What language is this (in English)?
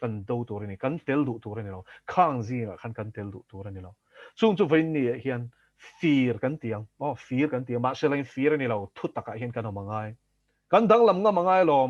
Mizo